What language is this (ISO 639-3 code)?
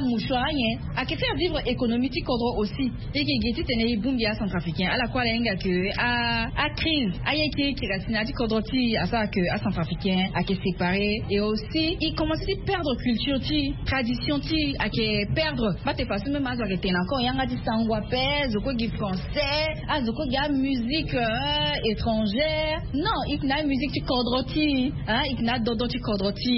sag